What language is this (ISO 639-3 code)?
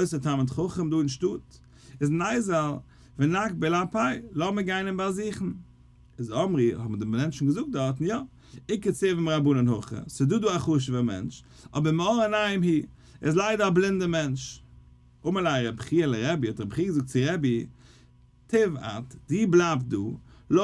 yid